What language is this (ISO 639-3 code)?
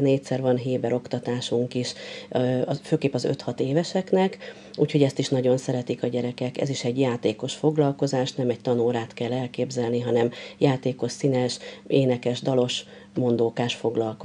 hun